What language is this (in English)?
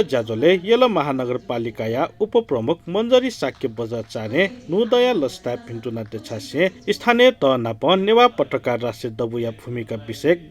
Newari